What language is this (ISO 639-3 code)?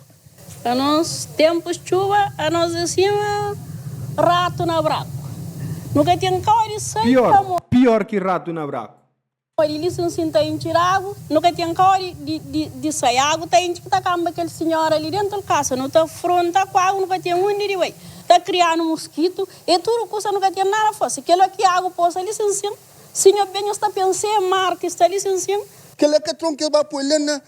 kea